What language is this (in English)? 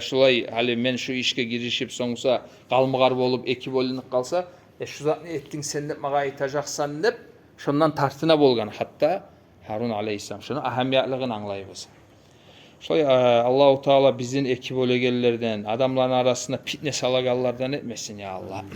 Kumyk